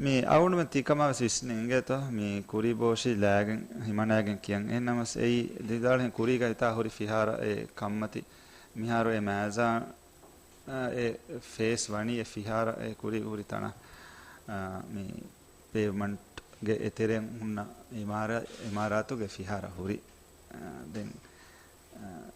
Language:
Divehi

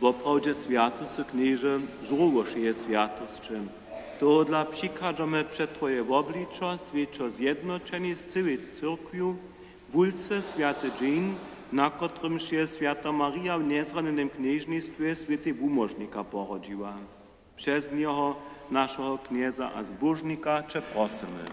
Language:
Upper Sorbian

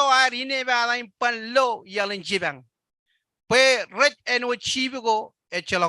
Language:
Marshallese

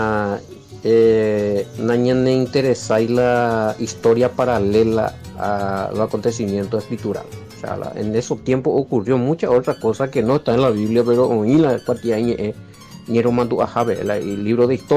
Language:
Guarani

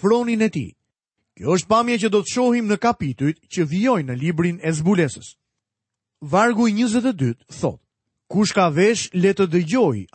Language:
Albanian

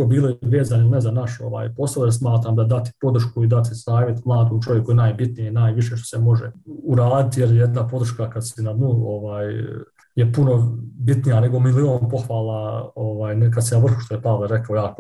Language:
Bosnian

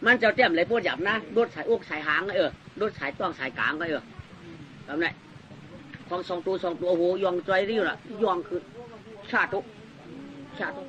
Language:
Shan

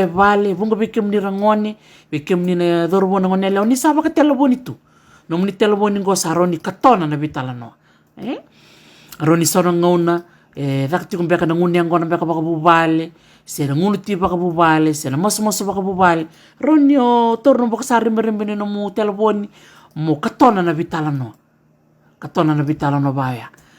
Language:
Fijian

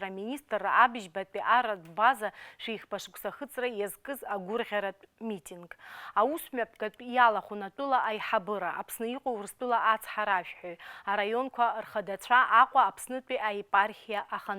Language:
Abkhazian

